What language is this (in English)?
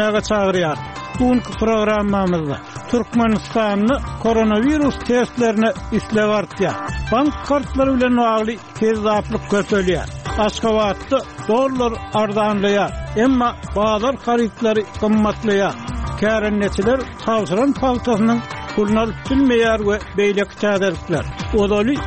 Turkmen